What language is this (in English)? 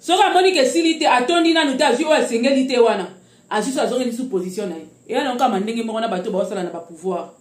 Lingala